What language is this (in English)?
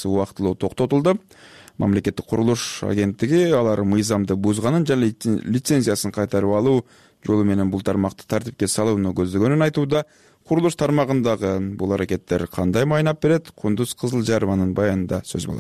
Kyrgyz